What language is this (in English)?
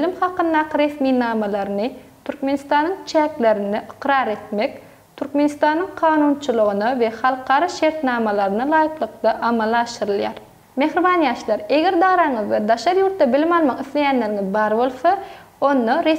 Turkmen